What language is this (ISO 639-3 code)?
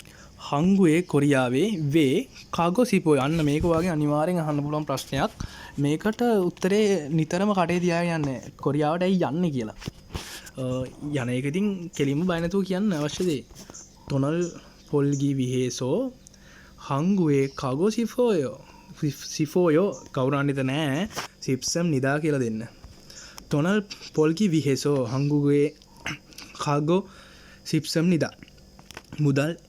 sin